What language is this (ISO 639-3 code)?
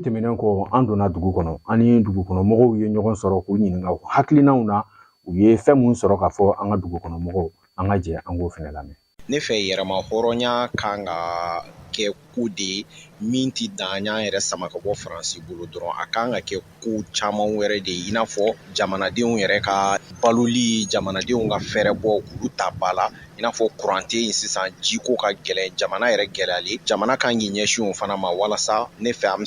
bam